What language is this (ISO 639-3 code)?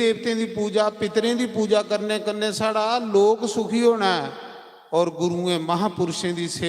doi